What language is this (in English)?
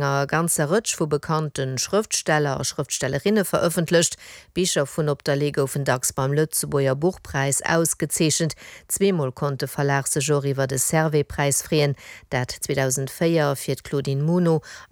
Luxembourgish